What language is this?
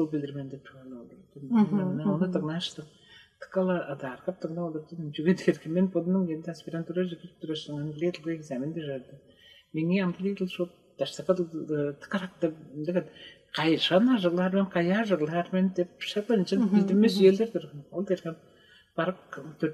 Tuvinian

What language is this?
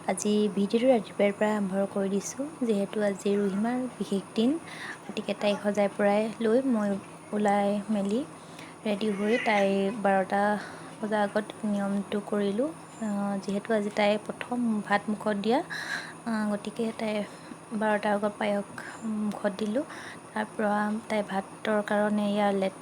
Assamese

